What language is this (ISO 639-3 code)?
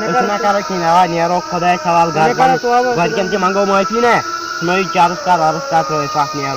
kas